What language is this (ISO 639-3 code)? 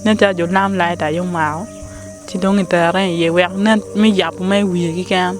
ach